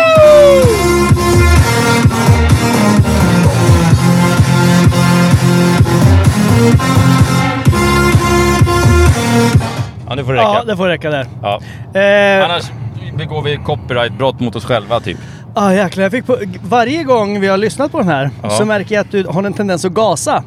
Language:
Swedish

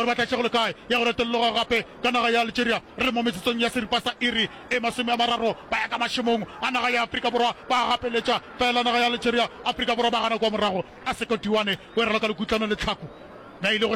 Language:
Northern Sotho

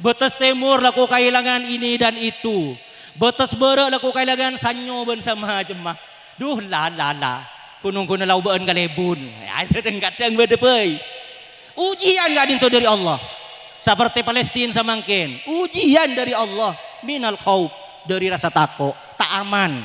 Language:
Madurese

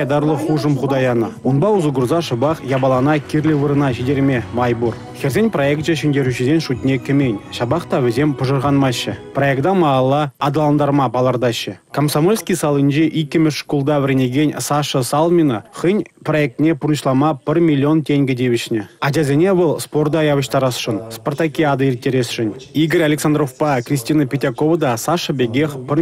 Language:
Chuvash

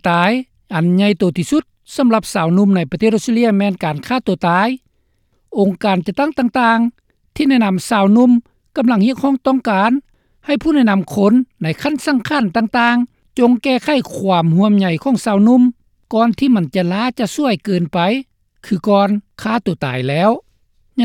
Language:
Lao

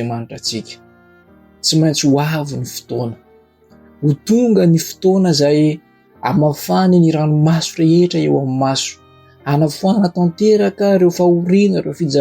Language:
Malagasy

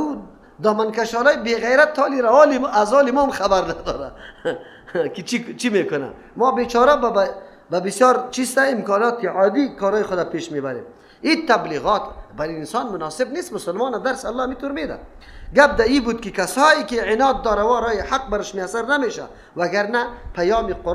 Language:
Persian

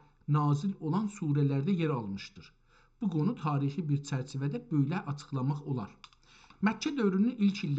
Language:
South Azerbaijani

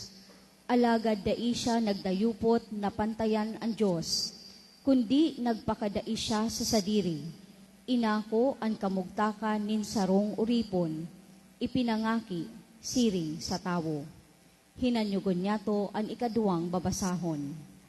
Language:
Bikol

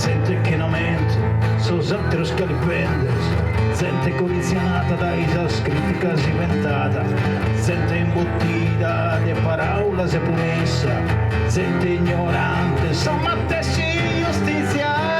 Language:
Sardinian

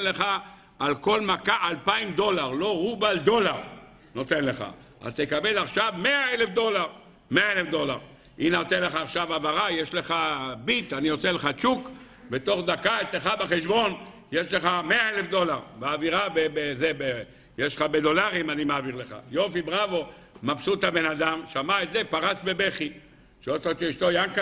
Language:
Hebrew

